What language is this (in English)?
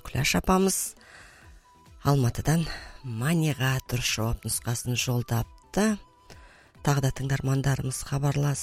Kazakh